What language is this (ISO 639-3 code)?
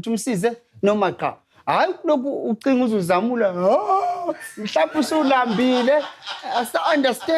zul